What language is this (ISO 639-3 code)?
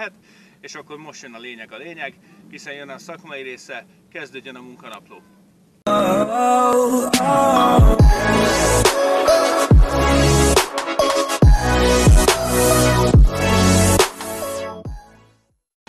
hun